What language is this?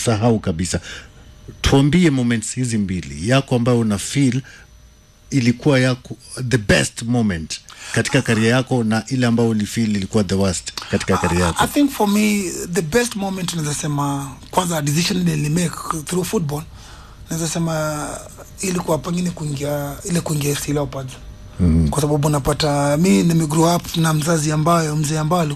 Swahili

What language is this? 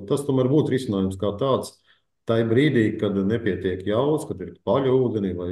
Latvian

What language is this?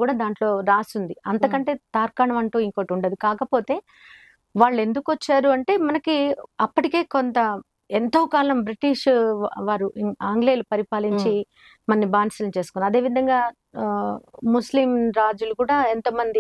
Telugu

